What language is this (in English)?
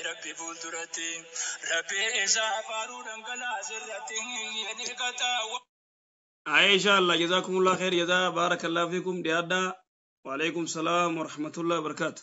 Oromo